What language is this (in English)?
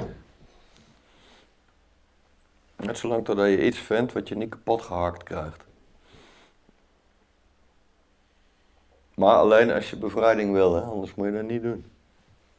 Dutch